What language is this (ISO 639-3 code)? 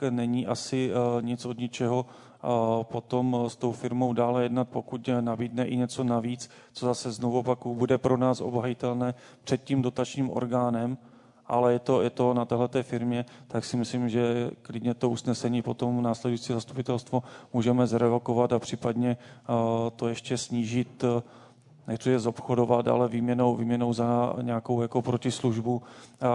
ces